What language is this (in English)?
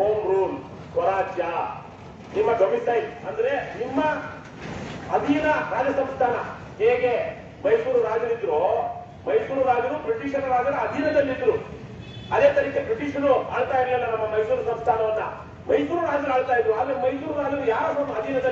Kannada